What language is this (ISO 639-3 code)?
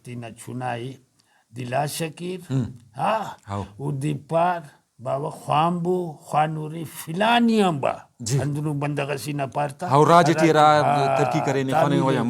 brh